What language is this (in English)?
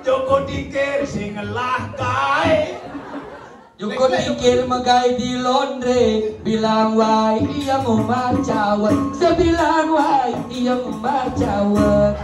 Balinese